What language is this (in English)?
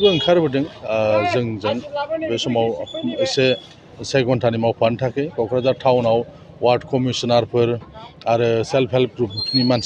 Bodo